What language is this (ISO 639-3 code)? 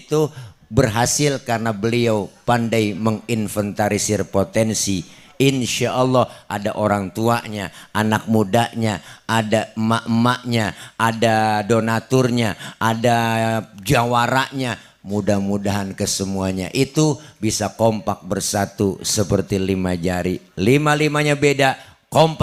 bew